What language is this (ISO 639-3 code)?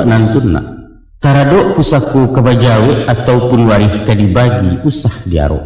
min